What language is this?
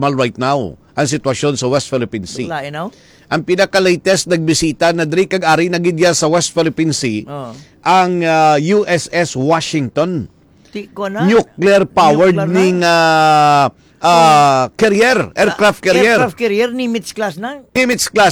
Hiligaynon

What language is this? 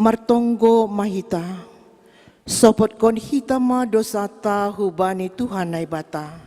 Batak Simalungun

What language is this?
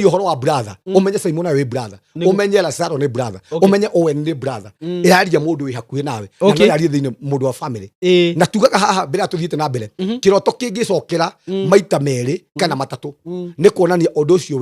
Kikuyu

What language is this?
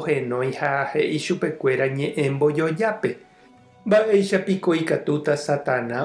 Guarani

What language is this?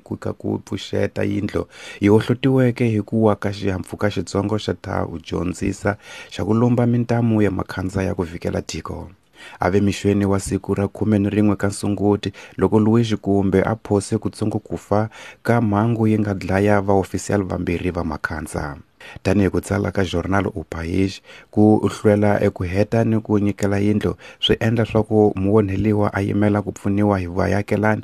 Tsonga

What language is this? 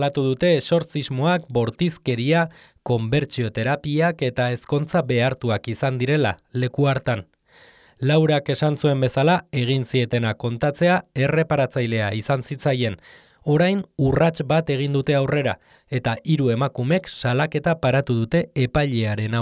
Basque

